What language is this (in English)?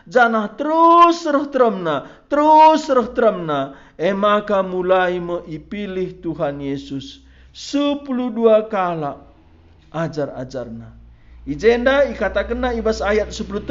Batak Karo